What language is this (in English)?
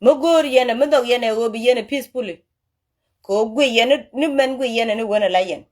Nuer